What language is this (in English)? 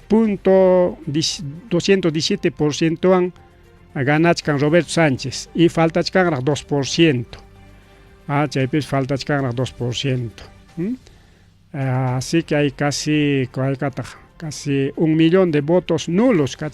Ayacucho Quechua